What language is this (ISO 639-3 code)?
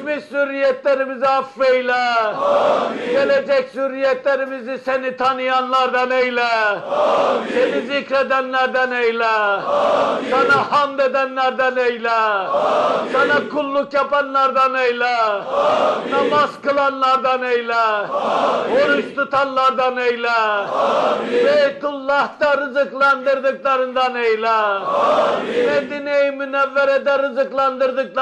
tur